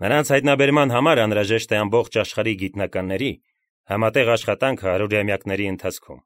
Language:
Armenian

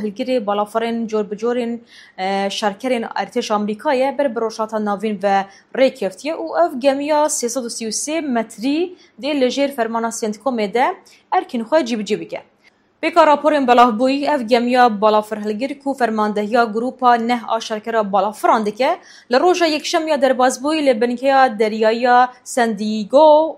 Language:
Kurdish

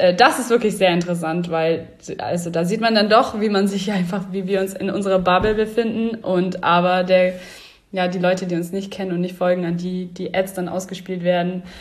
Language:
German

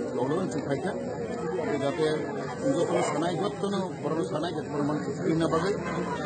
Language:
Kok Borok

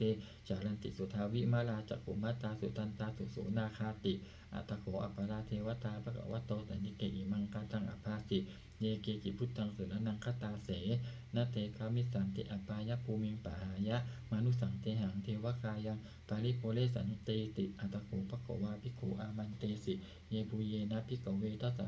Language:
Pali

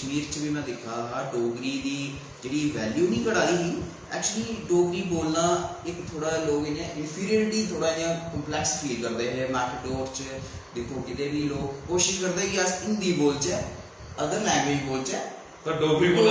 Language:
Dogri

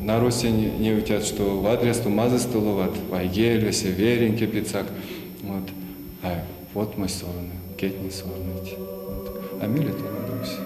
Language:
Erzya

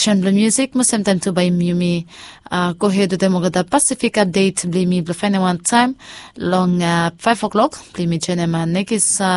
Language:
Bislama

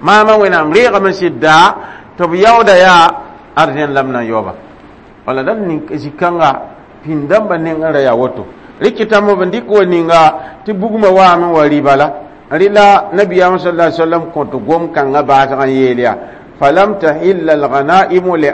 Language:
Mossi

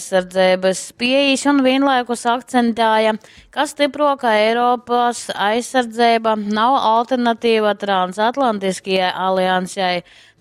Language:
Latgalian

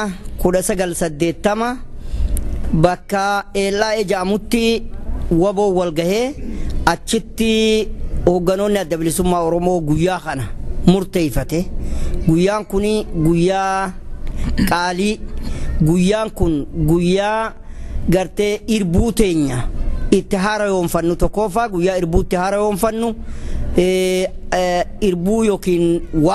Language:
Oromo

